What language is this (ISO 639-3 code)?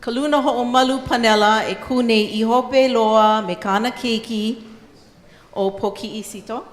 haw